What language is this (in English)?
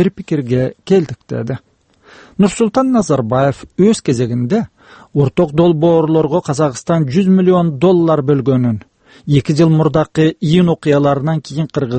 Kyrgyz